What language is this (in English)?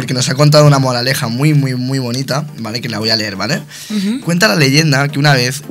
Spanish